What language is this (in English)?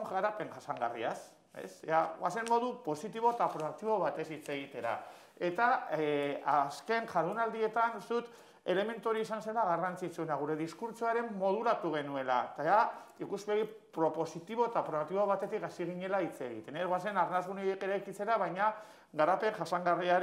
Basque